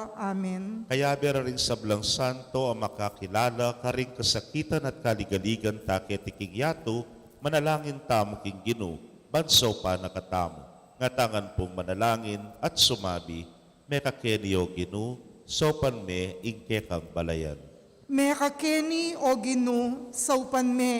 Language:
Pampanga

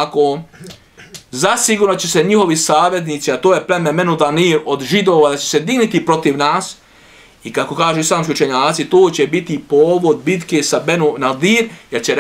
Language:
Bosnian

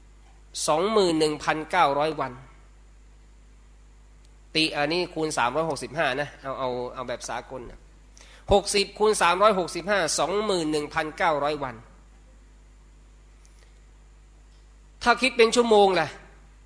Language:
Thai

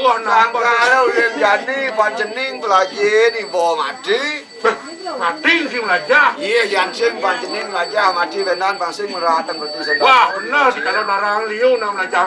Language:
Balinese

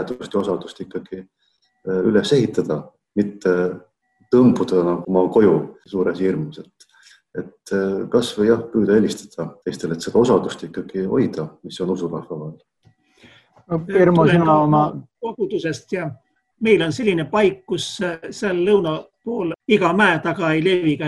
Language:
Estonian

